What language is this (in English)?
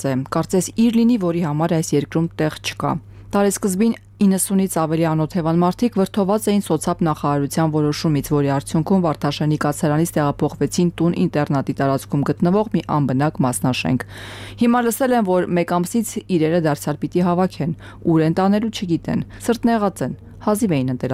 Armenian